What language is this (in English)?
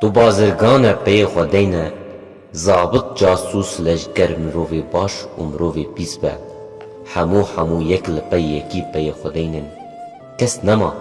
Kurdish